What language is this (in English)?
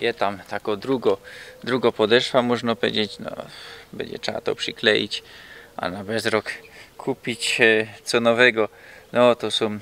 Silesian